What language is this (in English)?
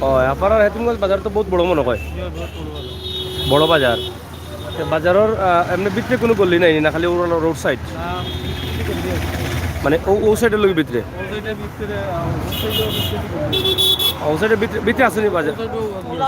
Sylheti